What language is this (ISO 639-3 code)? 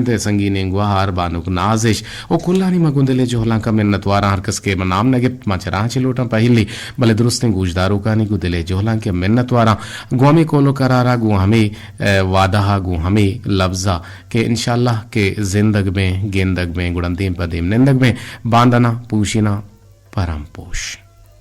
bgp